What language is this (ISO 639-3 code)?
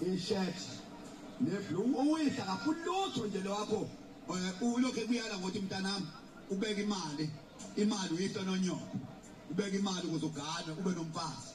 zul